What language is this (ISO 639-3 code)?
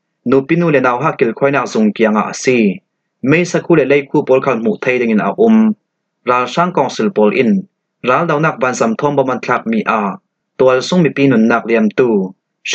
cfm